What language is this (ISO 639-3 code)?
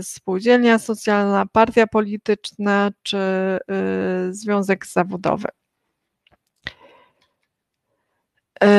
pol